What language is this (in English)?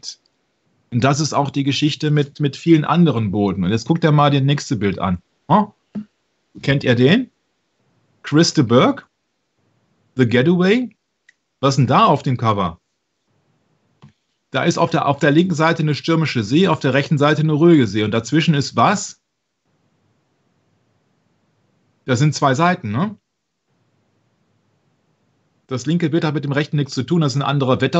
German